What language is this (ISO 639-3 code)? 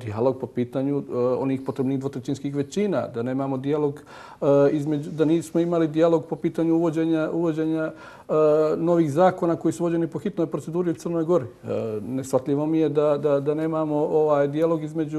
srp